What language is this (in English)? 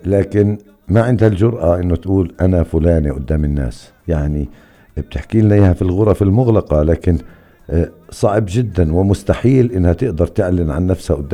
North Levantine Arabic